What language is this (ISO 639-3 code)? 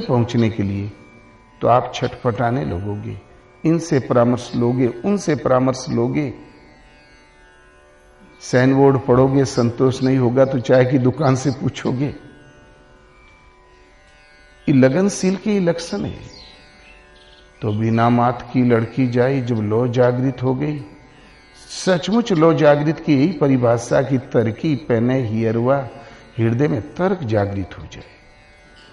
hin